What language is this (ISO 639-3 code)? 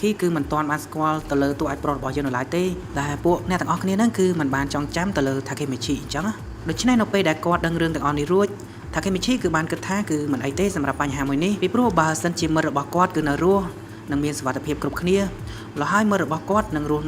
khm